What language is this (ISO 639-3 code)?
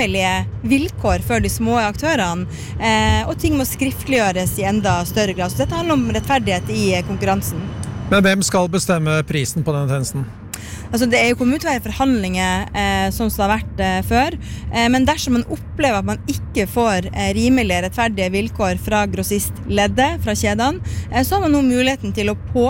nor